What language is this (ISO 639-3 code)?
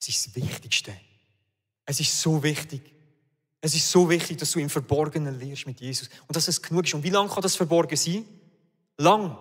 gsw